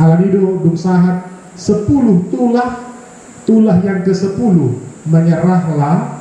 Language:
Batak Toba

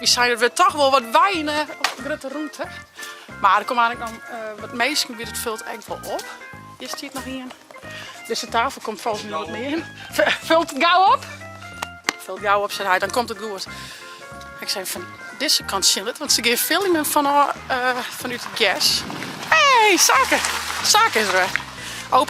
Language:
Western Frisian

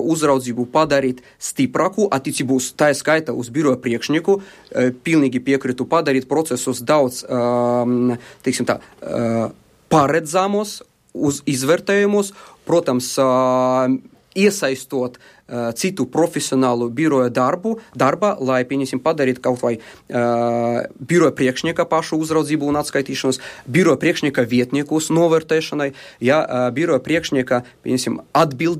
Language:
Latvian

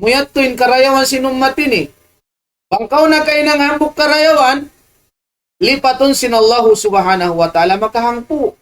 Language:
Tausug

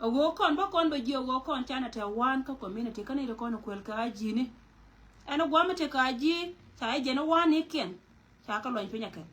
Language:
Nuer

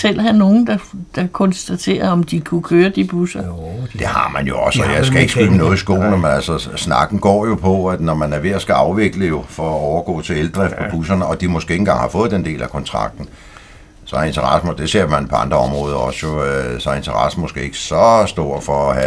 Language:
Danish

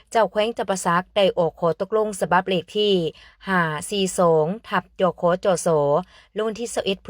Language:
Lao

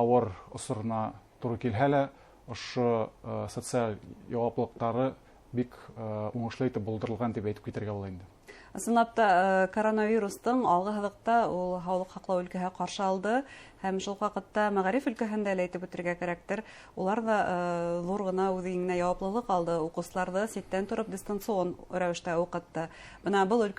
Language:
Bashkir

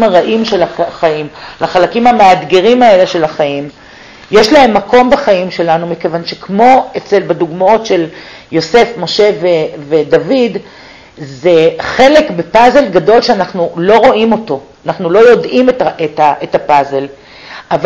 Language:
Hebrew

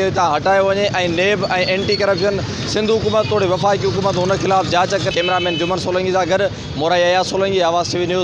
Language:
Sindhi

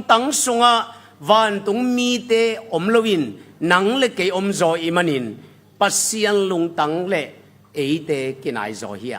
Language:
Tedim Chin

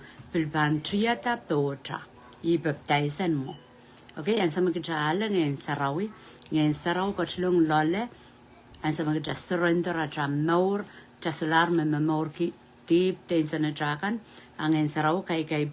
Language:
Pohnpeian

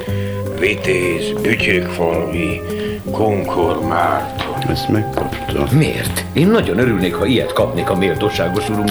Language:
Hungarian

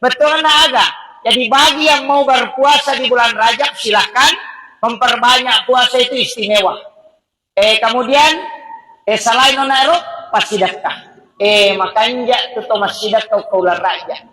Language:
Buginese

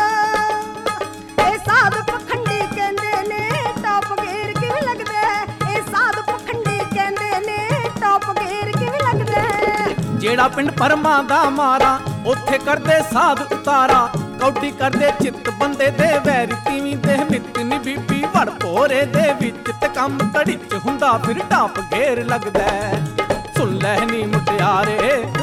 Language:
Punjabi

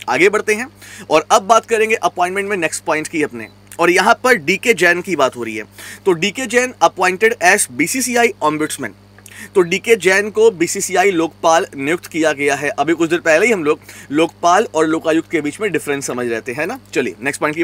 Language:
Hindi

